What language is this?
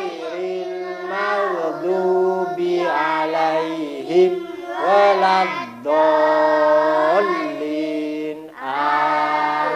Madurese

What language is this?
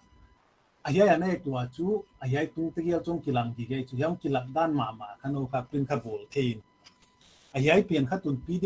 Paite Chin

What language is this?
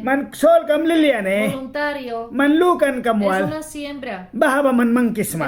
Mískito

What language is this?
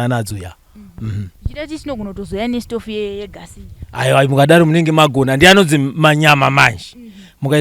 Shona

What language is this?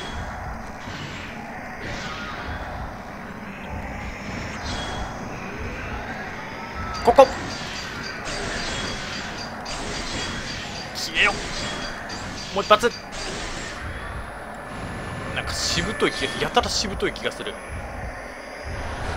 Japanese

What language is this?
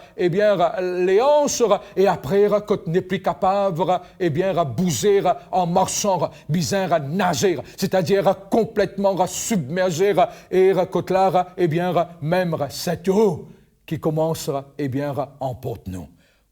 Morisyen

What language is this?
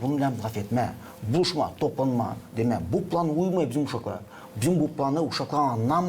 Gagauz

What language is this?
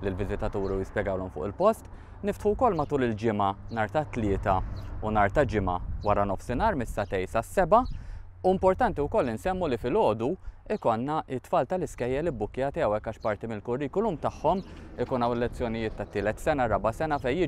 Maltese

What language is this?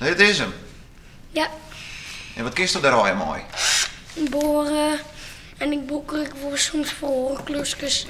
Western Frisian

